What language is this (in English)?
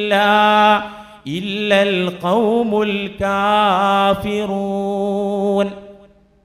Malayalam